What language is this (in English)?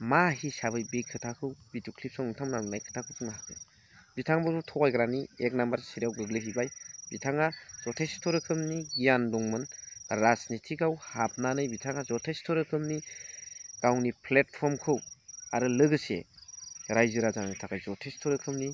Bodo